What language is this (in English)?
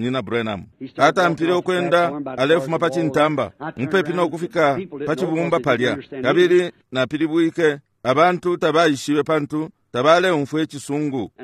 Bemba